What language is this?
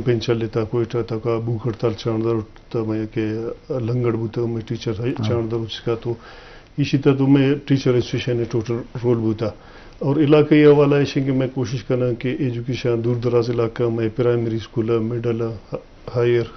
Eastern Balochi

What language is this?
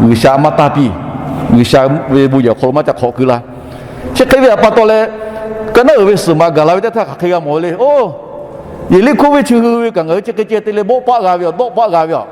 Lahu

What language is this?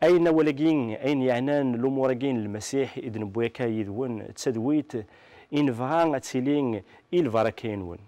Kabyle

